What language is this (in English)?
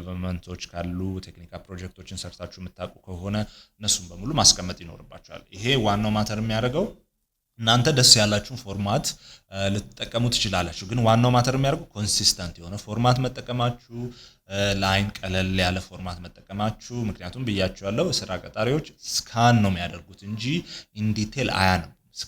Amharic